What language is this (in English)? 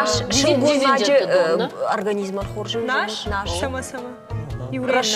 Ossetic